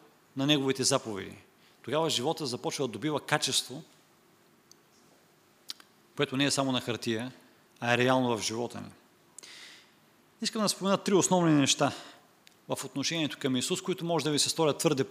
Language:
Bulgarian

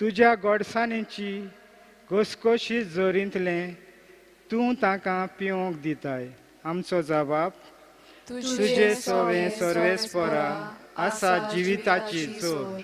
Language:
Konkani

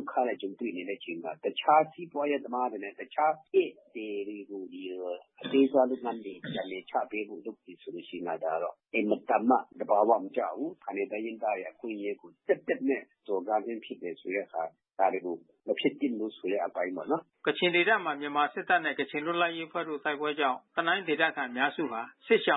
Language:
Burmese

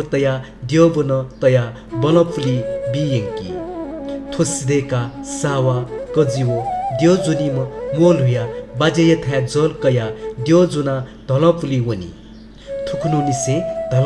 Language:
Newari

